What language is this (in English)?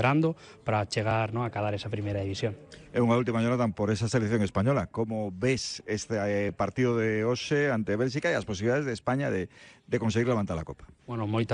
Galician